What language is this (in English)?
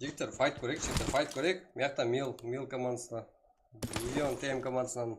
Kara-Kalpak